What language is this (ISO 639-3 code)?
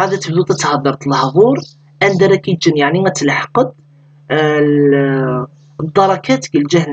kab